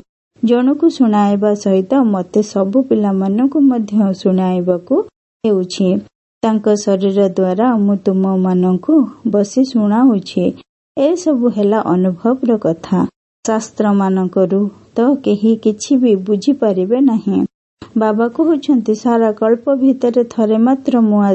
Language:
Odia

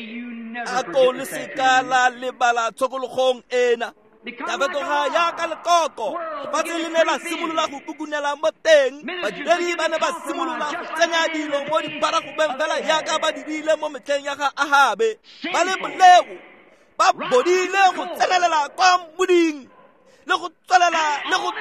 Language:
Tswana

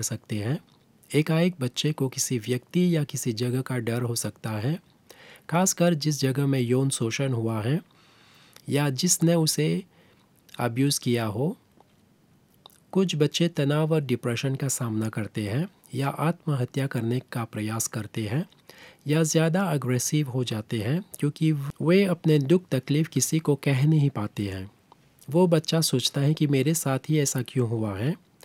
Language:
Hindi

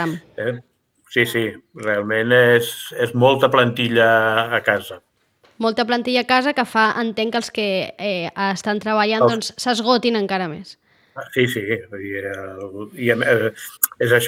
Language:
Catalan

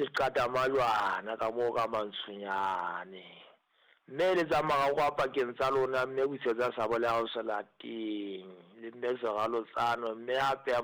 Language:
Southern Sotho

